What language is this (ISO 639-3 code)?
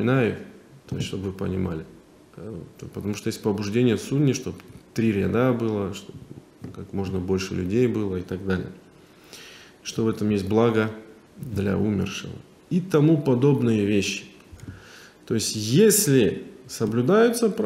rus